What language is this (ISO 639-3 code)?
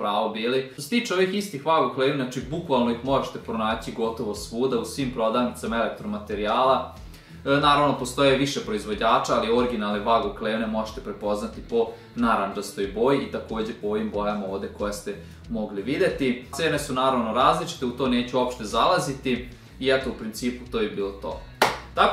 srp